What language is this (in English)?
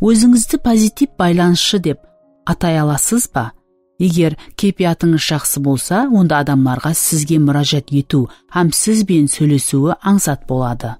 Kara-Kalpak